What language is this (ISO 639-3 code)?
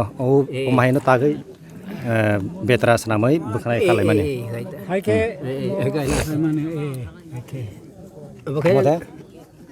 trp